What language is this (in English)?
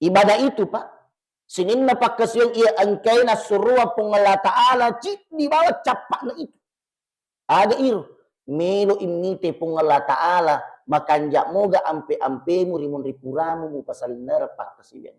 Buginese